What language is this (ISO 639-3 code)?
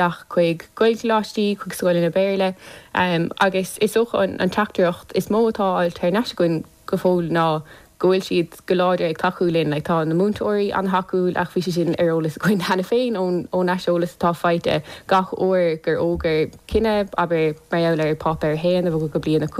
gle